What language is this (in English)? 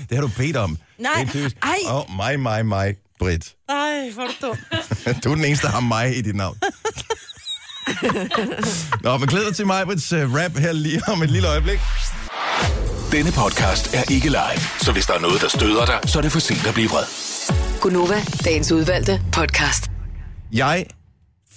Danish